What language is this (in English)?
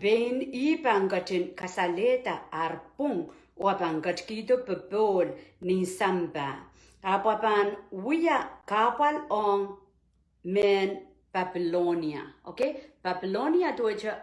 Pohnpeian